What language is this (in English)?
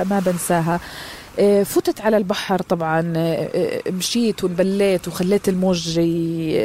North Levantine Arabic